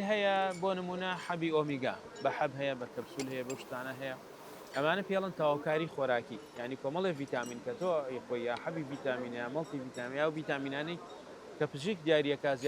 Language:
Central Kurdish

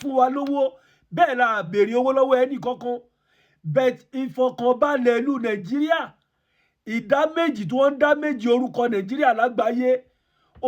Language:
Yoruba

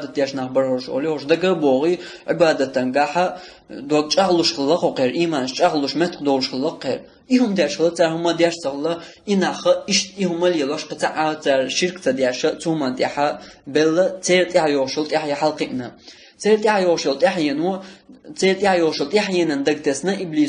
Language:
Chechen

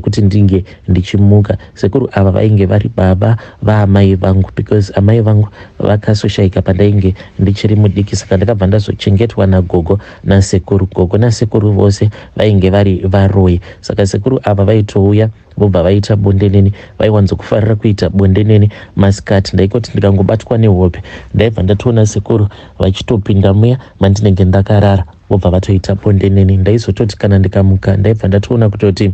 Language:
Shona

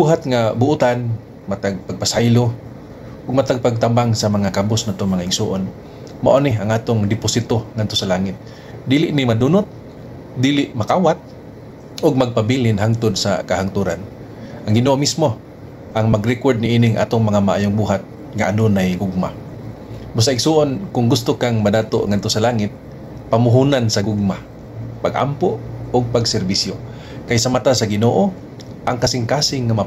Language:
Cebuano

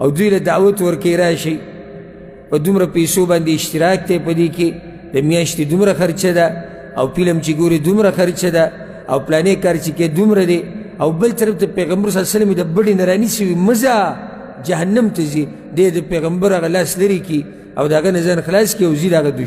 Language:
Pashto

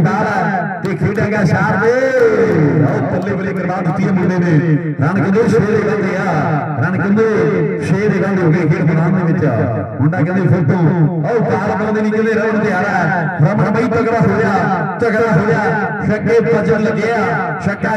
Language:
Punjabi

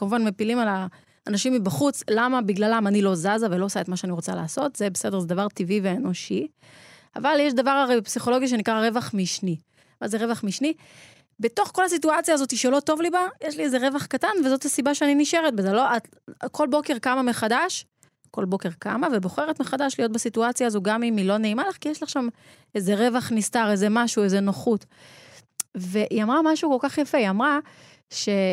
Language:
Hebrew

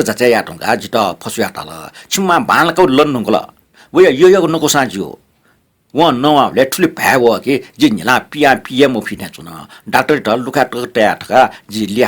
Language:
Newari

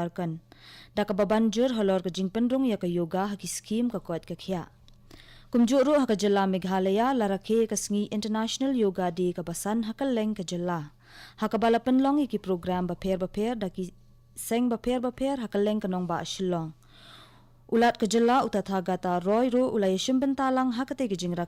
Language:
Khasi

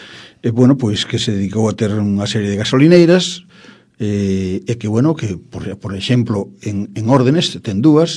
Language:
Galician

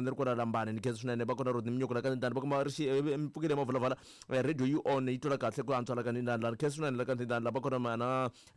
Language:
Tsonga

